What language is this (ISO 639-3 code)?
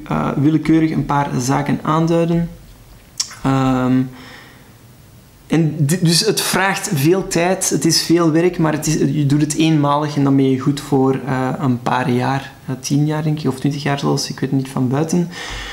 nld